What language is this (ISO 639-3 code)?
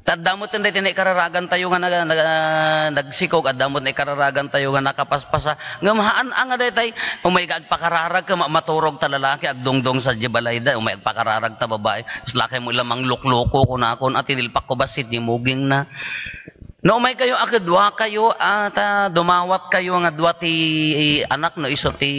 ilo